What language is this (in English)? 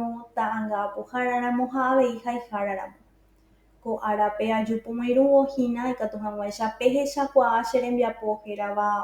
Guarani